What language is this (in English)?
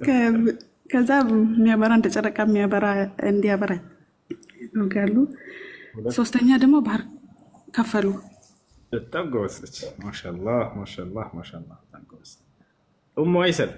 Amharic